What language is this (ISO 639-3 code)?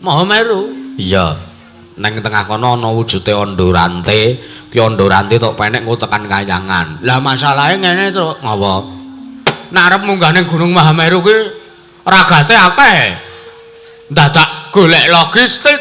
jav